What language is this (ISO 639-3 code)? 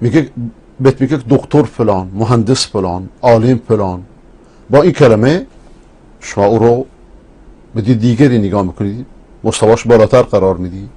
fas